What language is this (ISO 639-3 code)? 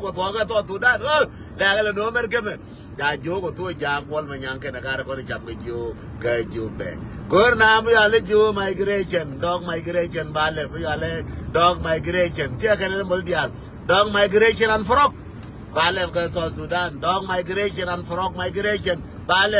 nus